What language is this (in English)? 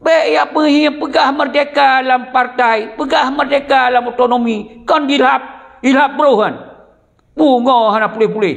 Achinese